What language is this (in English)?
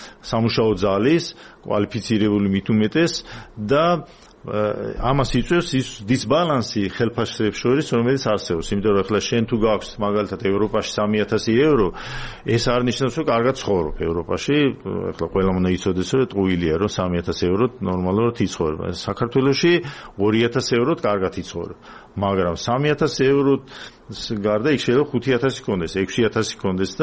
Georgian